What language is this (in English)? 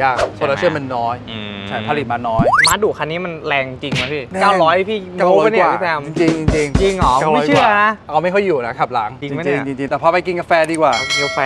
Thai